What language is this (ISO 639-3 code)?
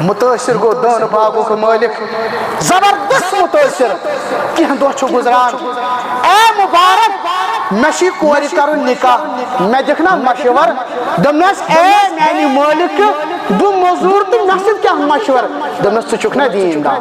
kas